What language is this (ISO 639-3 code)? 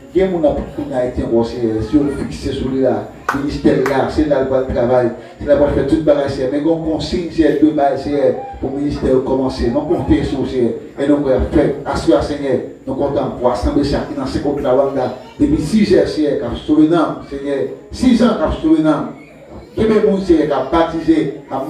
hat